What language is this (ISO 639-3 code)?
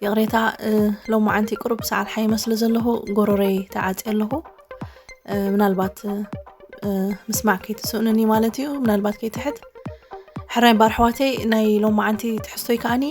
tir